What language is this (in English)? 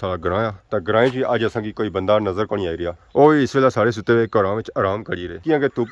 Pahari-Potwari